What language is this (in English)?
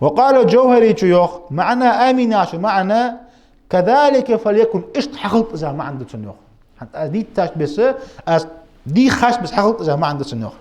Ingush